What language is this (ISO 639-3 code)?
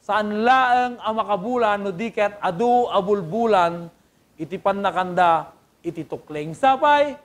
ilo